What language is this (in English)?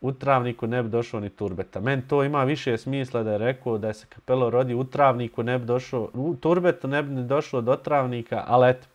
Bosnian